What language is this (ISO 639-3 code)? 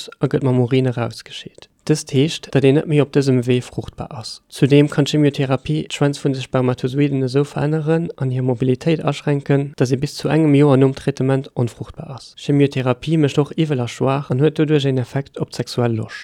ltz